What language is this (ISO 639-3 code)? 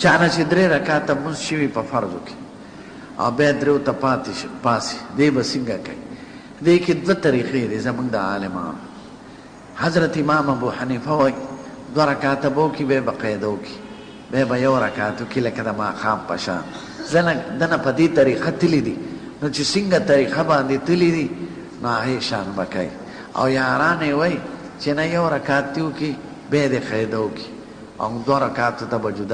pus